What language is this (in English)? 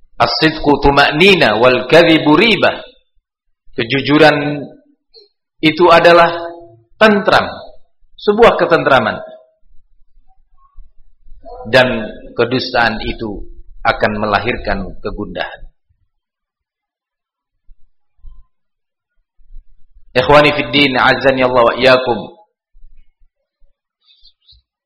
Indonesian